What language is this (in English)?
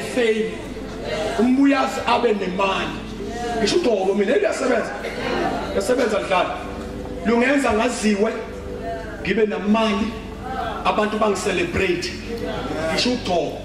Zulu